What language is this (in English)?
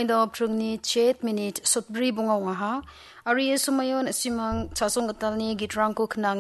Garo